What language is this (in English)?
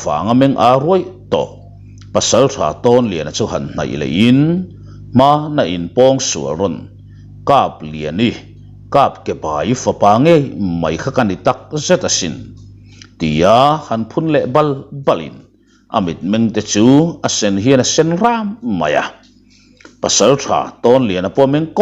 Mizo